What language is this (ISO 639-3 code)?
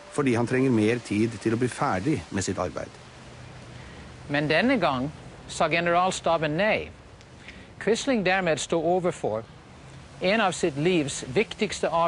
nor